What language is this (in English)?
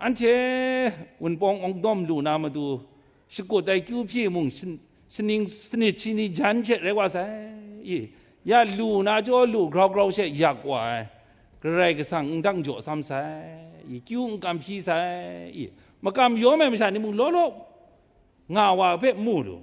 Kachin